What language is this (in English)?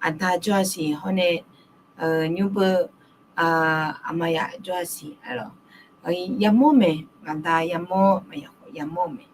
Akha